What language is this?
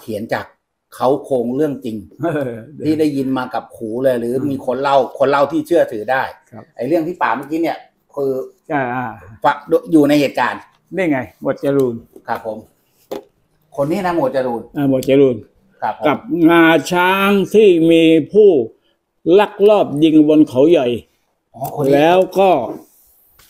Thai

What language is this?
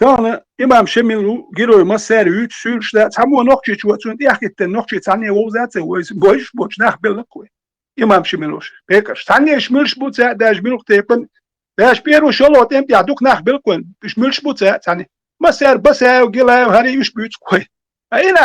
Chechen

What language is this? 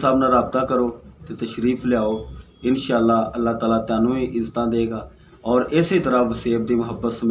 Saraiki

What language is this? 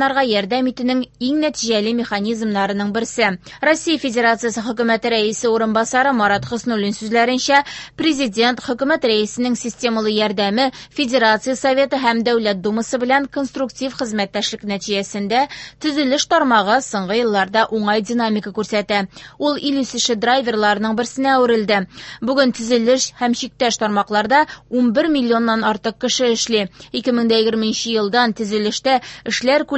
Tatar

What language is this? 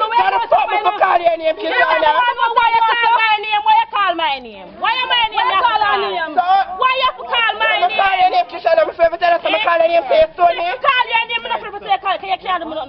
Jamaican Creole English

